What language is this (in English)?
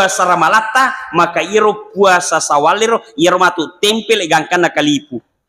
Buginese